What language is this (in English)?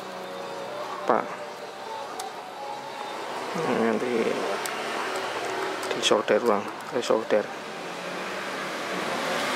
Indonesian